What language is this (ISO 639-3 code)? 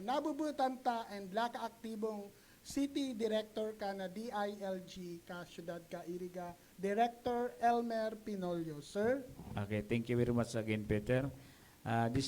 bik